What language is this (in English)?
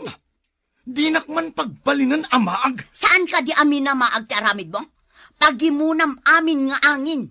Iloko